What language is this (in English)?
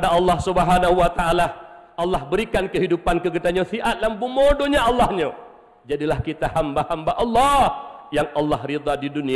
Achinese